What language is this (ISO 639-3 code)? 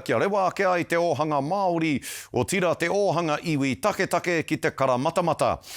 mri